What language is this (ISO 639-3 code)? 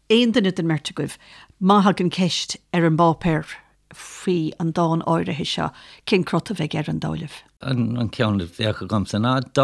gle